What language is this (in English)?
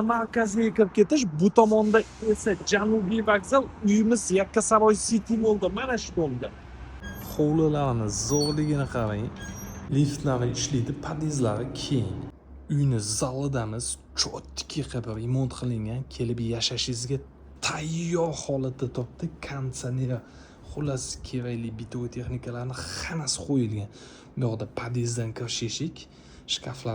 Uzbek